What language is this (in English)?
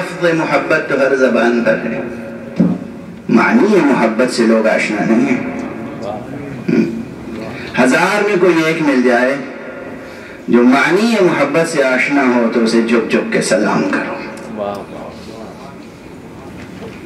Urdu